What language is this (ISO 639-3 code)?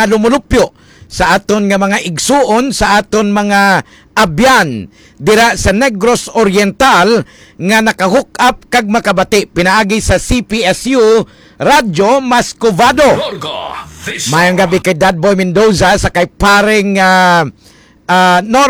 hil